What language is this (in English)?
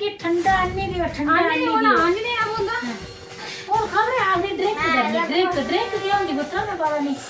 Dogri